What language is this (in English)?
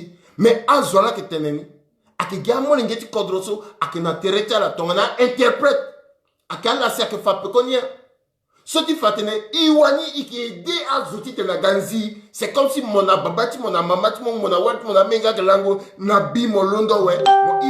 Sango